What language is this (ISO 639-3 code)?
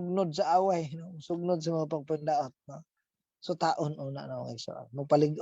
ceb